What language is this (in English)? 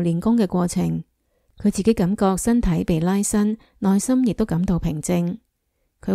Cantonese